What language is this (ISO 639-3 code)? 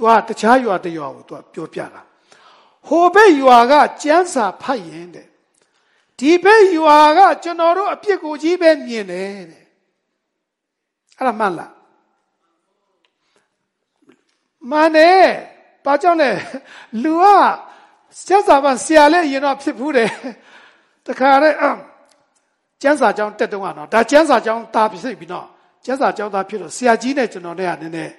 mya